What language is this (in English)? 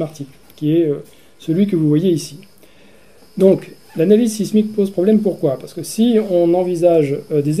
French